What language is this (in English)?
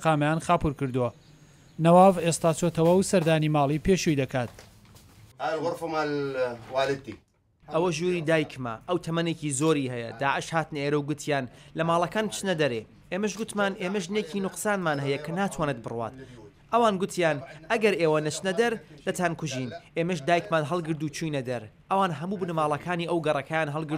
Central Kurdish